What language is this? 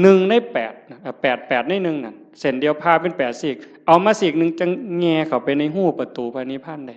Northeastern Thai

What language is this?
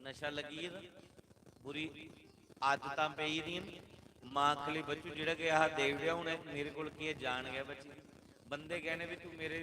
Dogri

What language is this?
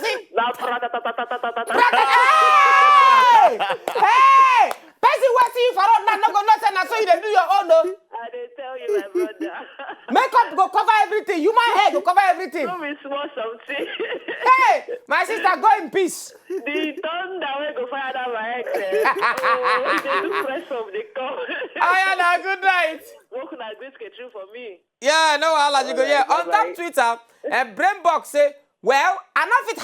Nigerian Pidgin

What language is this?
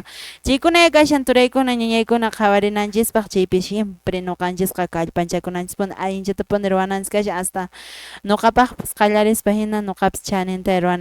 Quechua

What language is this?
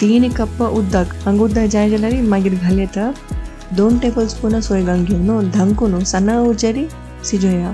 Konkani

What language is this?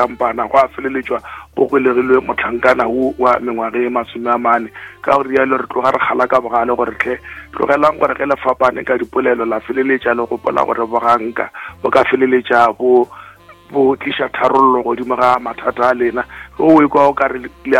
Northern Sotho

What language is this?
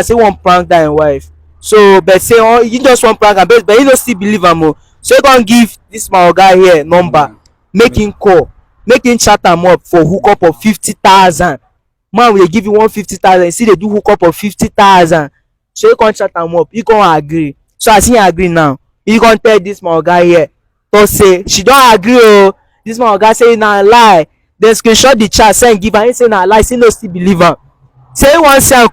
Nigerian Pidgin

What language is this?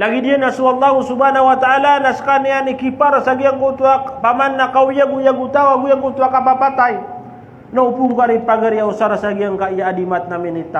Maranao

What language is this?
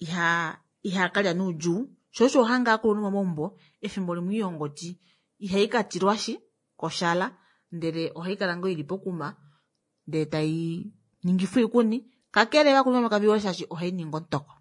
Kuanyama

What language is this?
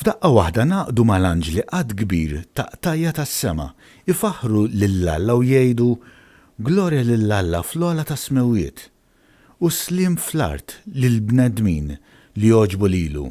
Maltese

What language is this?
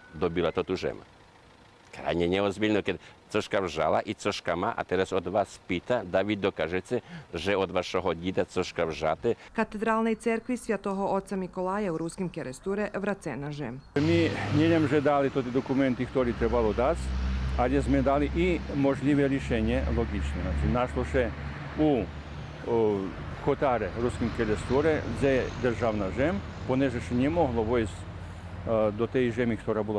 Rusyn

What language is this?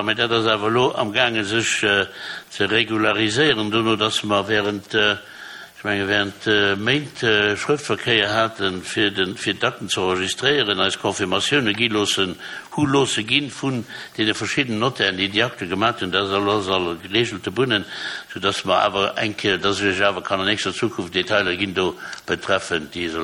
Luxembourgish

